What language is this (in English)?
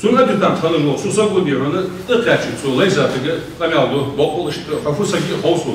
Ingush